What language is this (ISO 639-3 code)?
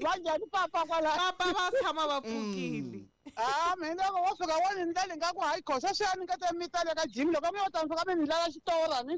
tso